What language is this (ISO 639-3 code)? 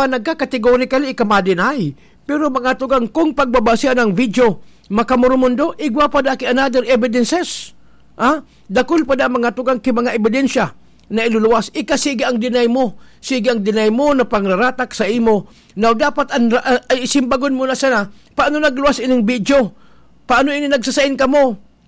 bik